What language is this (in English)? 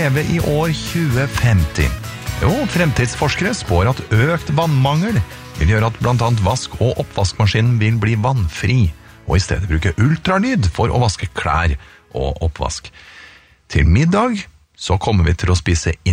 Norwegian